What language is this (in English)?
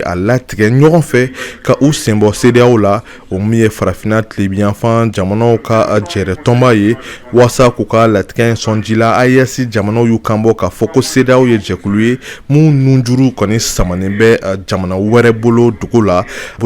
Bambara